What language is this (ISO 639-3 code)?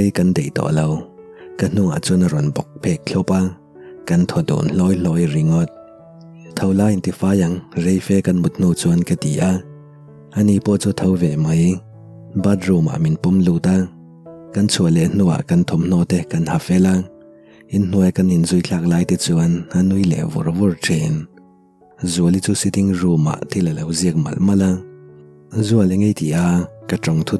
lus